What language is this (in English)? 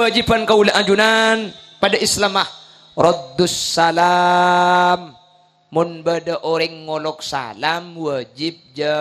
Madurese